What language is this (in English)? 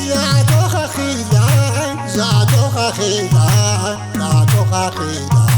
Tigrinya